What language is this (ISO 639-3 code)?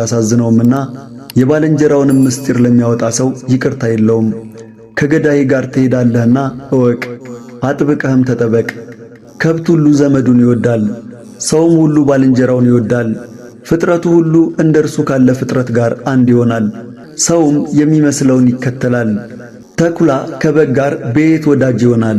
amh